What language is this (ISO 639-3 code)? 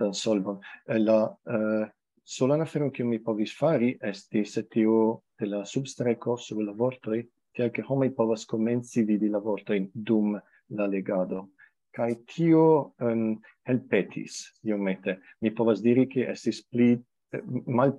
epo